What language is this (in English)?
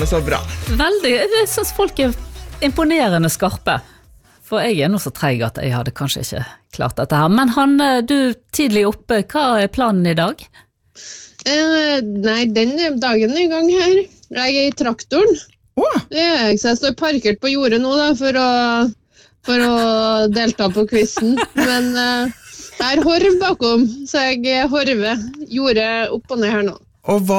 Norwegian